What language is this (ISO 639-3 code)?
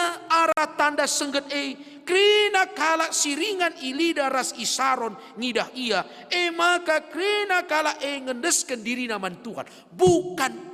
btx